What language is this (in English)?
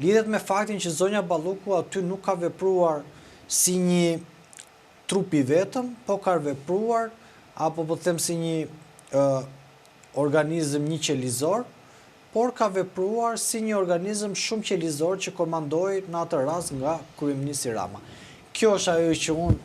Albanian